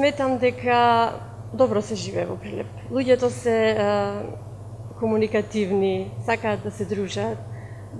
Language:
Macedonian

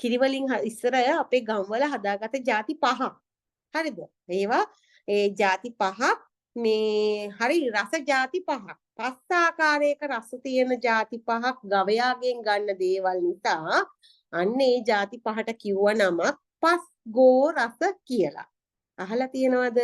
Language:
Sinhala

